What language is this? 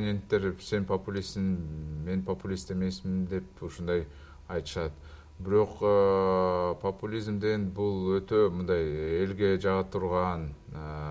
Kyrgyz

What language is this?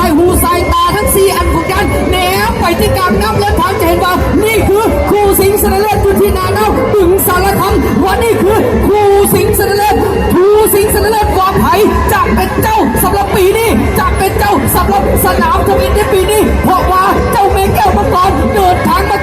Lao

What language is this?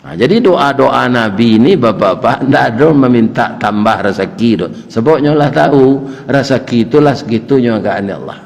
Minangkabau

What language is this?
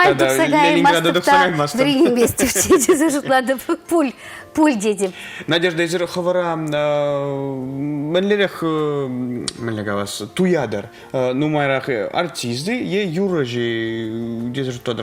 Chuvash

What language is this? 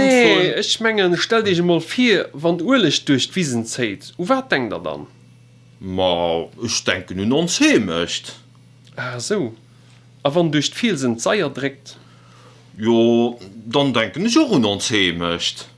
Luxembourgish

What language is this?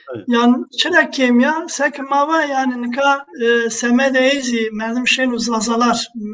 Zaza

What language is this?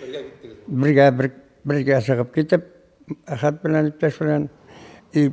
Bashkir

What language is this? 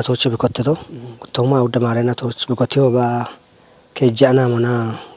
Kafa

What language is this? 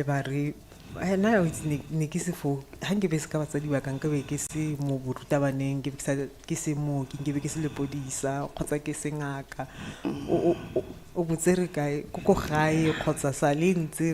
Tswana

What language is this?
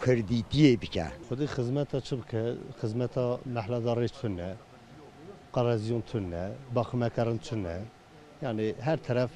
Kurdish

